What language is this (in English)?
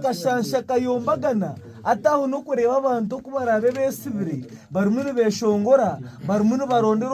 Nyankole